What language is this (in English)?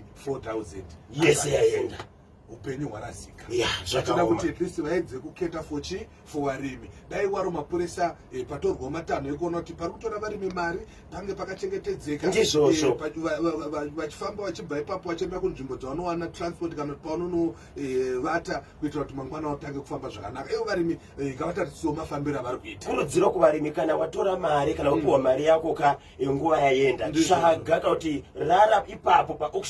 Shona